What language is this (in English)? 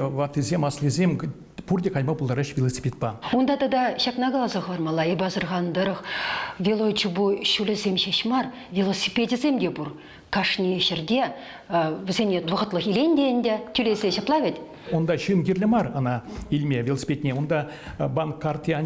Chuvash